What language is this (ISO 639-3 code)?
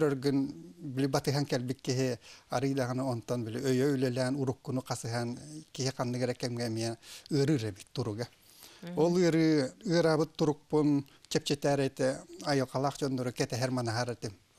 sah